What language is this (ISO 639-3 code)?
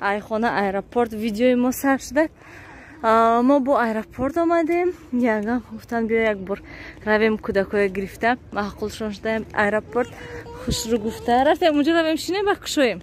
tgk